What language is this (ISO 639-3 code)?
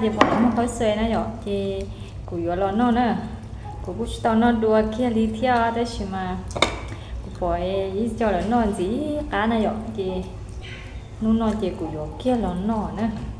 hmn